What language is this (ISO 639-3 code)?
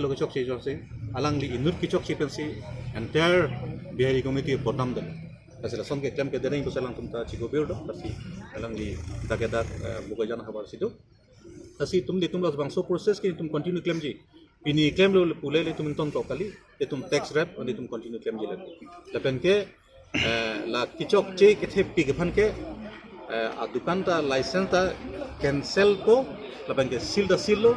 mjw